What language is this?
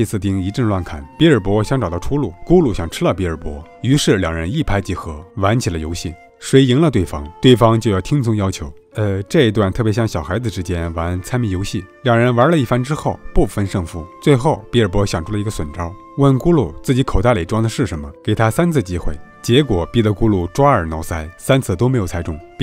Chinese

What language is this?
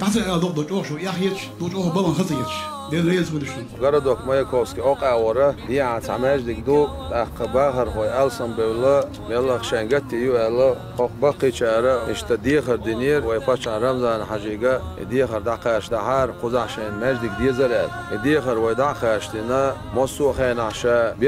Chechen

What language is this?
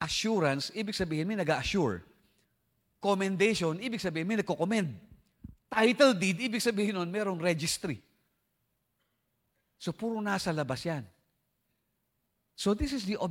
Filipino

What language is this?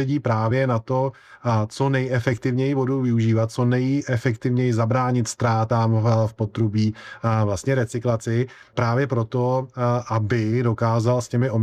Czech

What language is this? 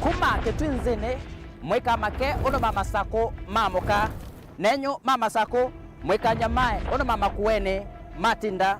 Kamba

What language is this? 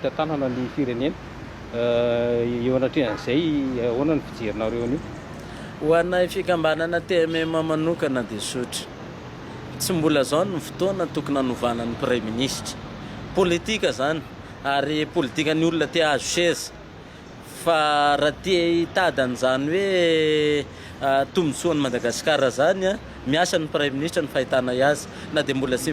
Malagasy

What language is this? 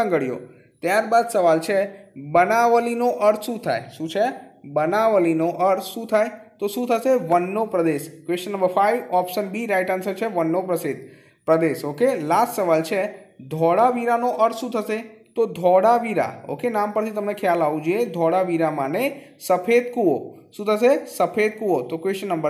Gujarati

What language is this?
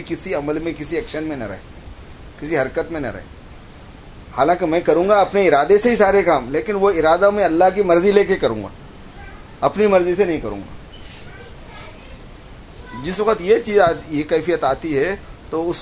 Urdu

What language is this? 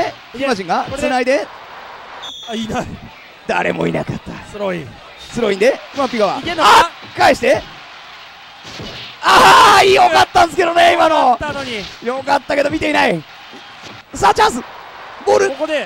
Japanese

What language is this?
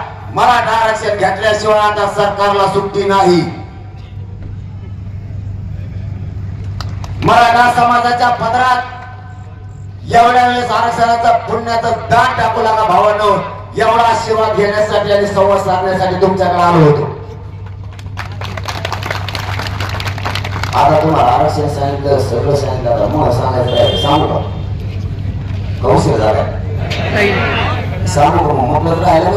Marathi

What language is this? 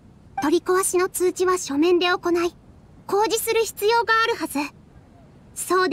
Japanese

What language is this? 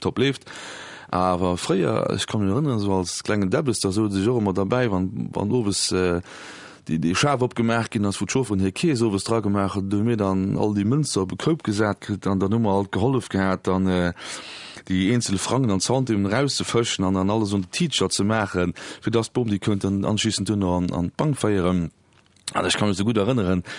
Luxembourgish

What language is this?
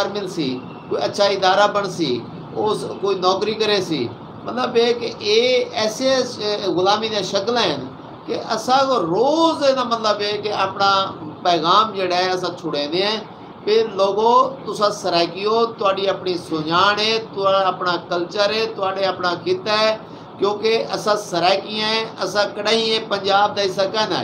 Saraiki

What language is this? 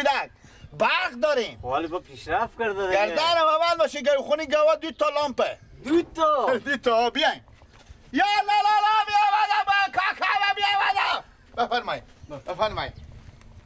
Persian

